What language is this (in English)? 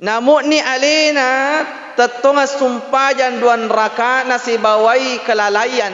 Buginese